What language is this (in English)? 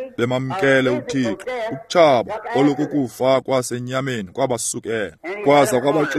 Xhosa